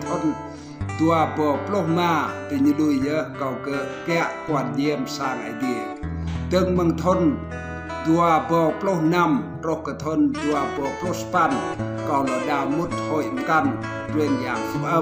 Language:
Rade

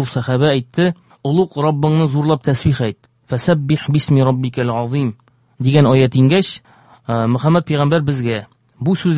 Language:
Tatar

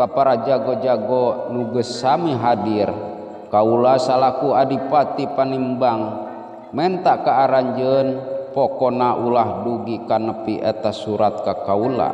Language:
Sundanese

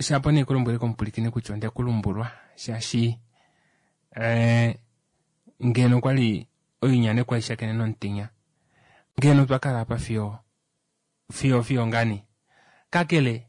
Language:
Kuanyama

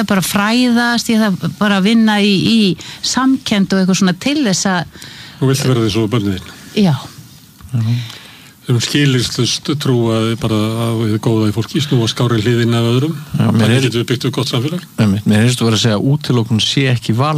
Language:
Icelandic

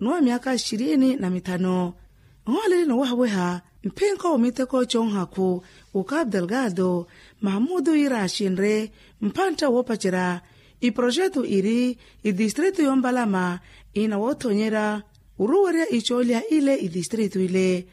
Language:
Makhuwa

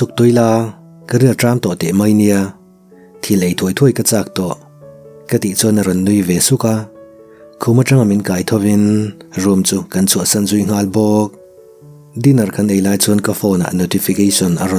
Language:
Mizo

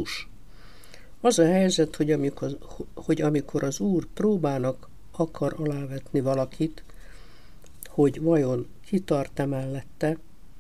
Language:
Hungarian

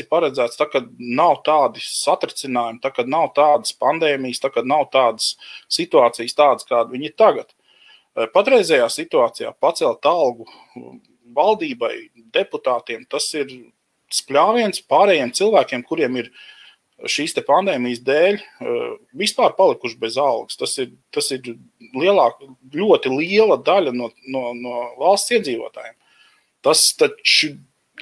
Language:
Latvian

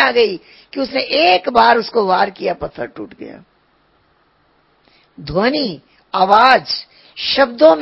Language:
Hindi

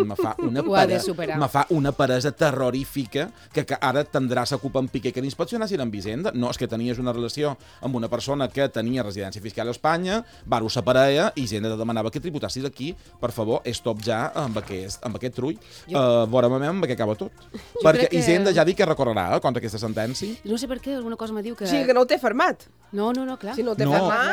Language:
Catalan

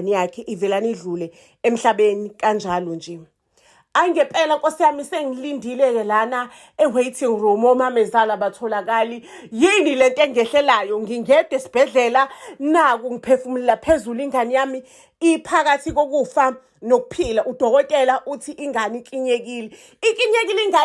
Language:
Zulu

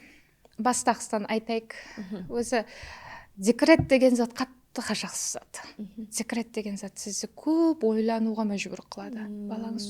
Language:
Kara-Kalpak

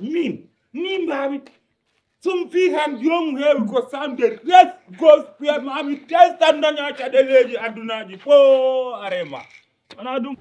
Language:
Fula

